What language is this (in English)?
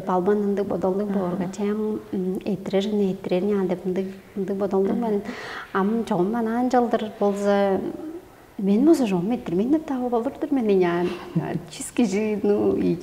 Tuvinian